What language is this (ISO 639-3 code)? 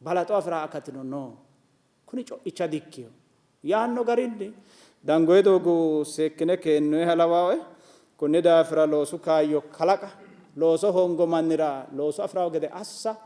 sid